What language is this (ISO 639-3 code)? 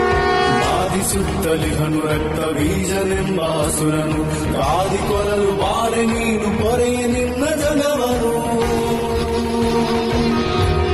kan